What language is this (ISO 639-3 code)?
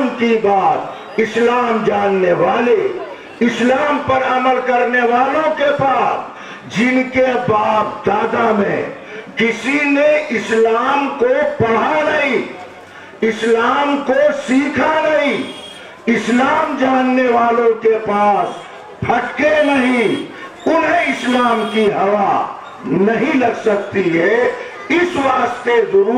urd